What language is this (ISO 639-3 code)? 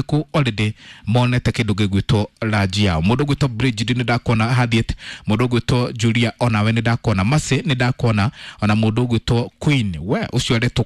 kik